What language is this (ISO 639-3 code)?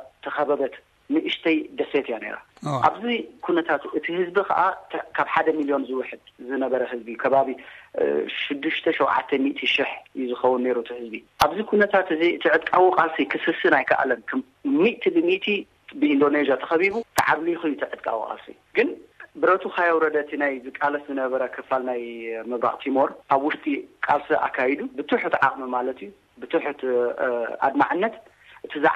tir